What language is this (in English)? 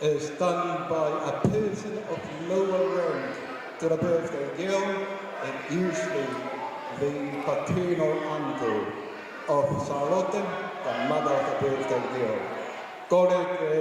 Tongan